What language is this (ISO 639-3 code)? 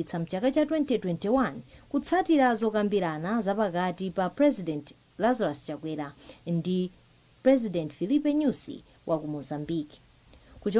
nya